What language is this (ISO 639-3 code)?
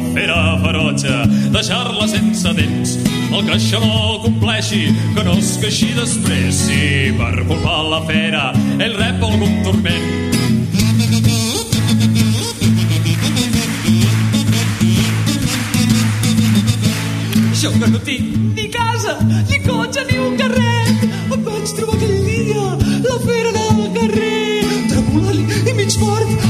cat